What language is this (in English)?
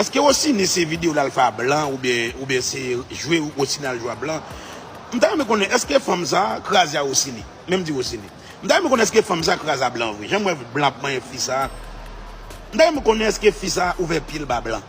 Haitian Creole